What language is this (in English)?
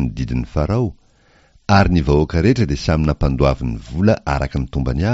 Malagasy